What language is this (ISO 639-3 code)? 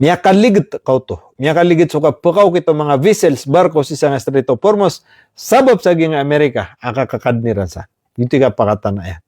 mrw